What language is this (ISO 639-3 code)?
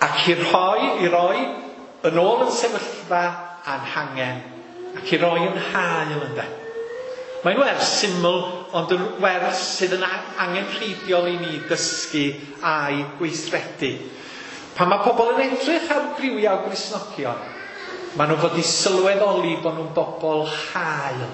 cym